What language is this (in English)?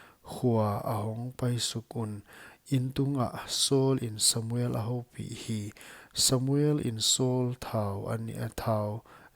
Paite Chin